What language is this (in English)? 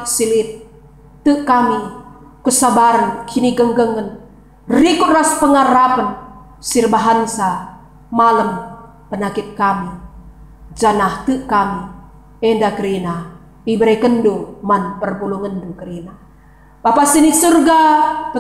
Batak Karo